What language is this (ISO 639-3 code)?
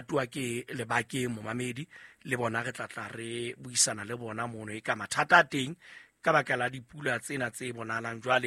sot